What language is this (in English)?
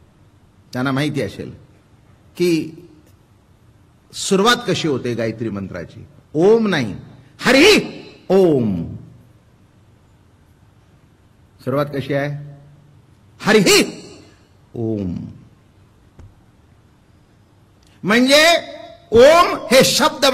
Marathi